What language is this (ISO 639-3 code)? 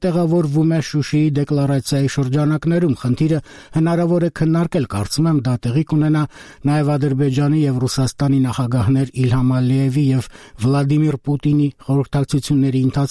hye